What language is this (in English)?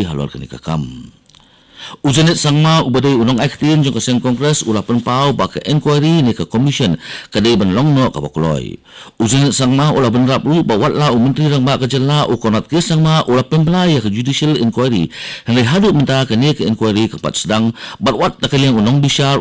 Khasi